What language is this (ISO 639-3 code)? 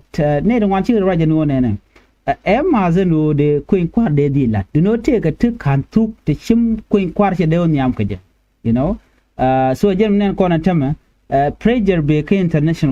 nus